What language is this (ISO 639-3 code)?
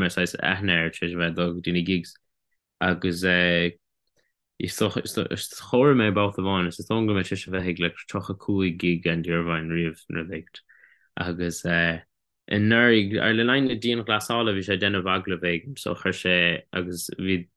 gle